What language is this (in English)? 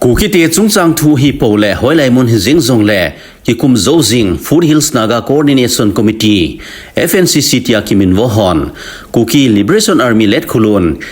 Thado Chin